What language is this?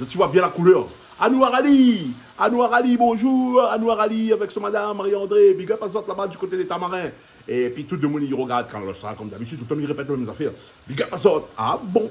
Réunion Creole French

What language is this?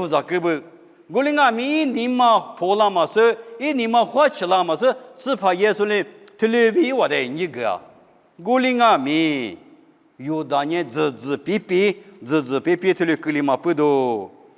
Lisu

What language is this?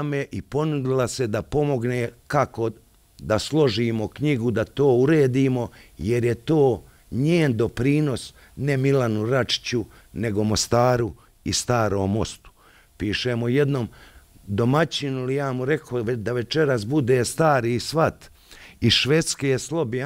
Bosnian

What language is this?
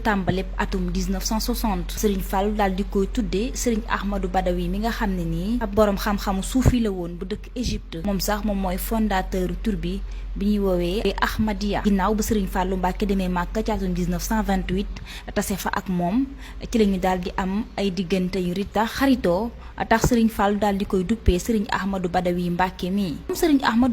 Wolof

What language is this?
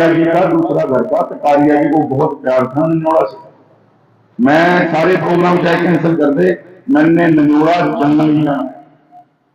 Hindi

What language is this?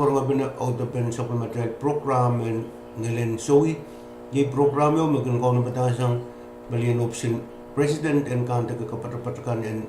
Pohnpeian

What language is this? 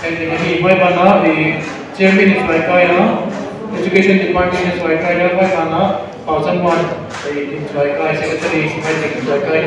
Paite Chin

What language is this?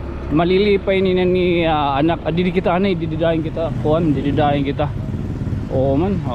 Waray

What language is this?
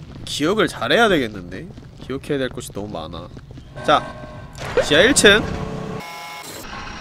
Korean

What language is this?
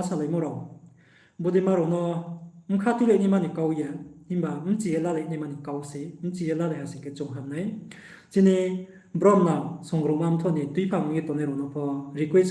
Riang (India)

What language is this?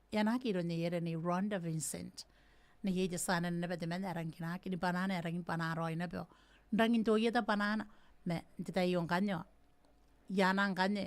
Gilbertese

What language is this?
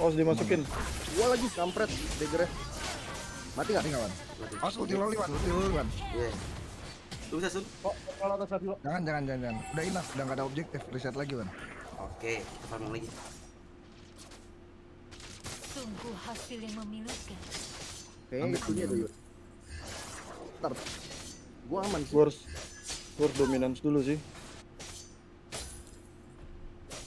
Indonesian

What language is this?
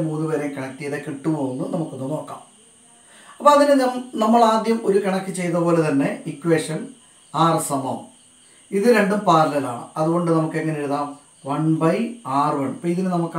Malayalam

